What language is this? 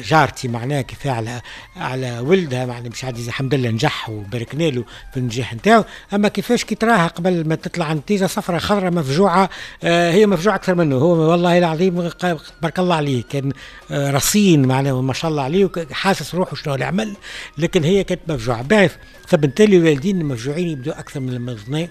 Tunisian Arabic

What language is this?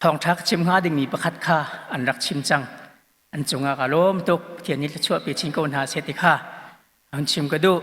Hakha Chin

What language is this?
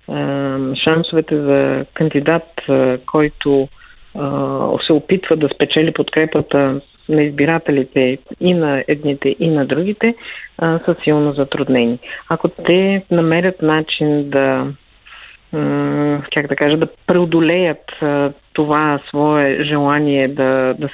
Bulgarian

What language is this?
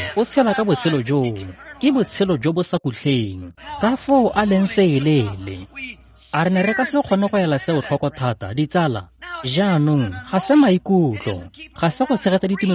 Tswana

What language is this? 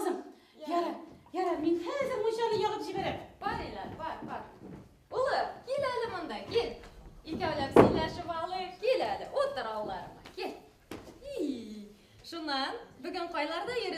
Bashkir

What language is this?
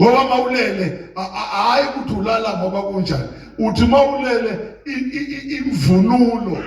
Zulu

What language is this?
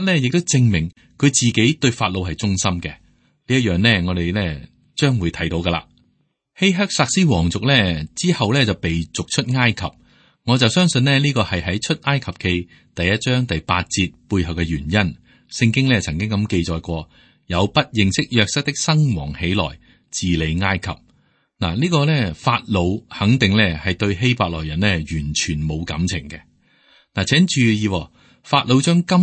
Cantonese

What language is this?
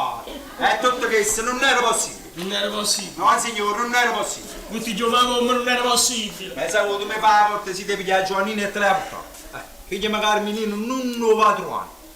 Neapolitan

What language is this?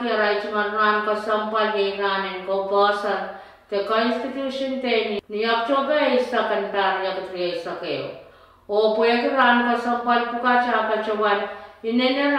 Pohnpeian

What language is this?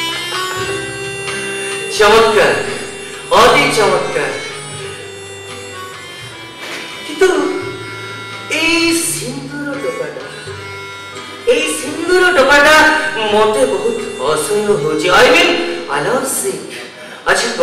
Odia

